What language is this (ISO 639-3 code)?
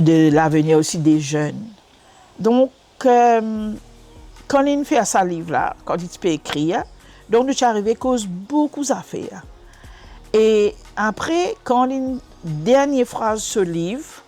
mfe